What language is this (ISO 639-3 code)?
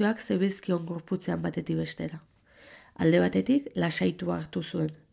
eus